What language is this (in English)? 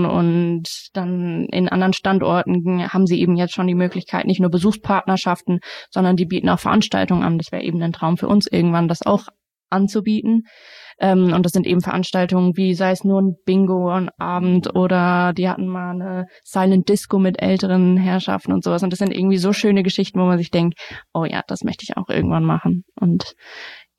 German